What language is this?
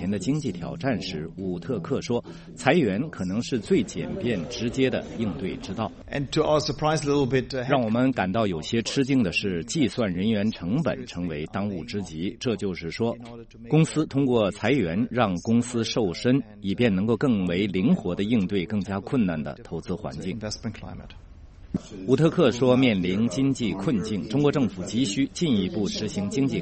Chinese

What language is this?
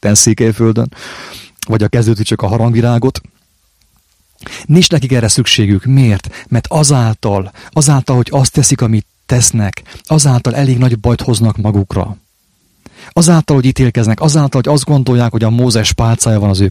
Hungarian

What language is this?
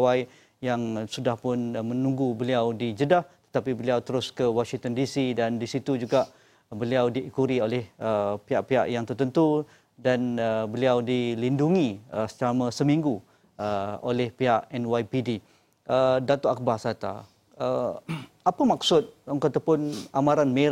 Malay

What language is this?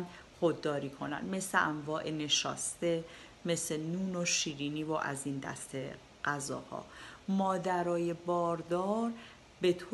Persian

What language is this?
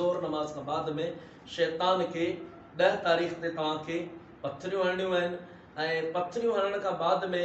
Sindhi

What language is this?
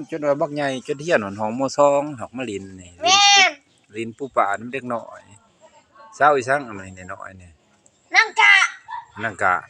Lao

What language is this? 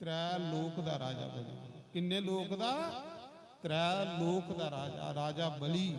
Dogri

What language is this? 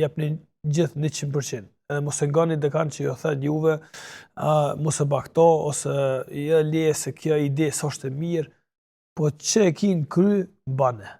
Albanian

